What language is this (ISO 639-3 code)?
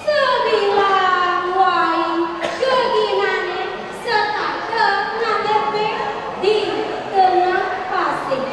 ban